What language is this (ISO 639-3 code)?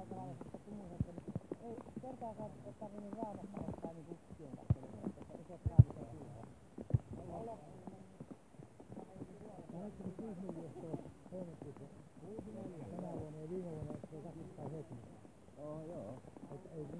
fin